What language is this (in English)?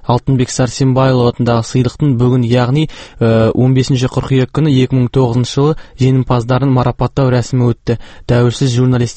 Kazakh